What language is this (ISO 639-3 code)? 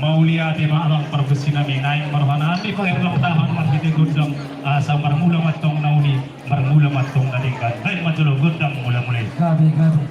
bbc